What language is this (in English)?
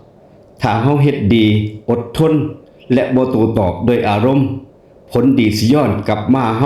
Northeastern Thai